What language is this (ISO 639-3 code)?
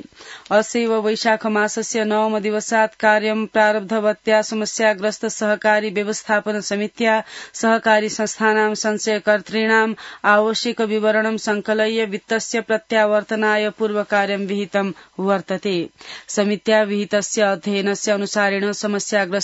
san